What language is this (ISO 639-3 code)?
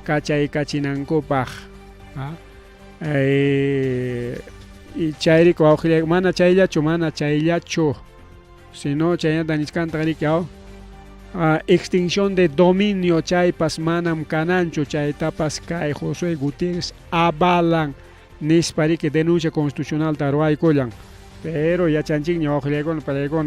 quy